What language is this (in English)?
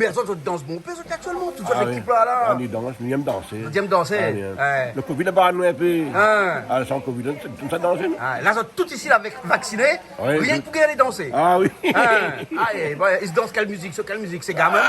Réunion Creole French